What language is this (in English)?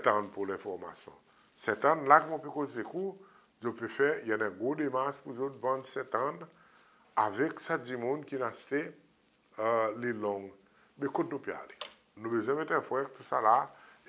Seselwa Creole French